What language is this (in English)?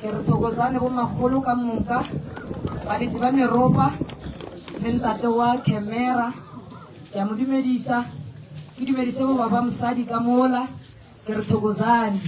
Northern Sotho